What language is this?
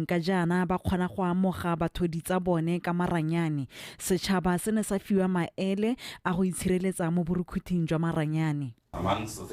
Tswana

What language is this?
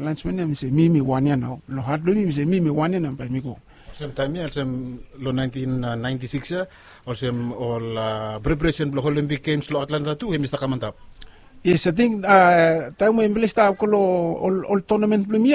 Bislama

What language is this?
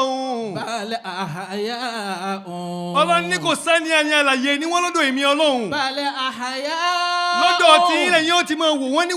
Yoruba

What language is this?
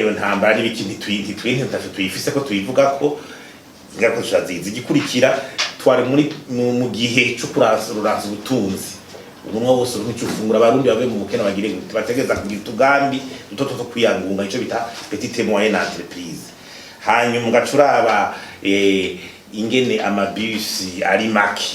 Rundi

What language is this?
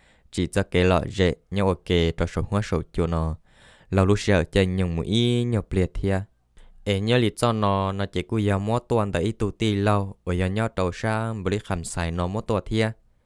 Hmong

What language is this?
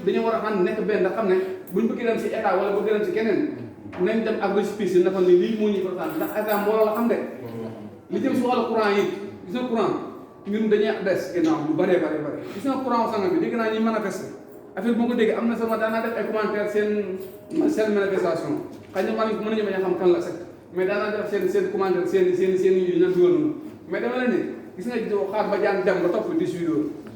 Wolof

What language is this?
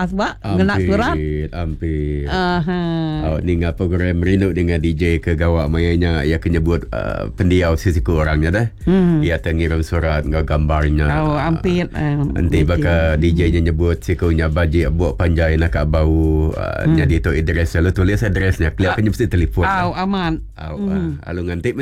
Iban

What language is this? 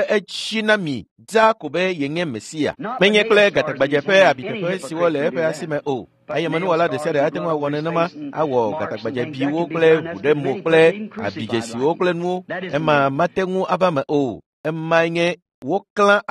Ewe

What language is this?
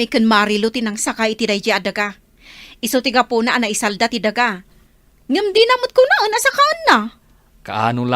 Iloko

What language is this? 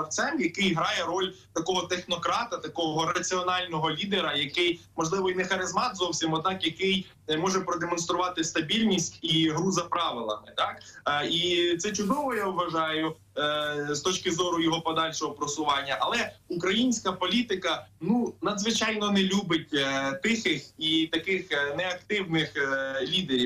Ukrainian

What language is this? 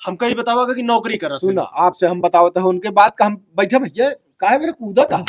Awadhi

